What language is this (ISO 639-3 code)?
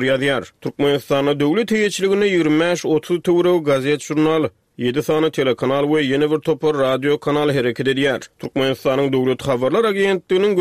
tuk